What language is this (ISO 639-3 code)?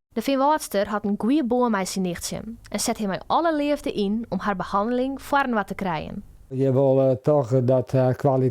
fry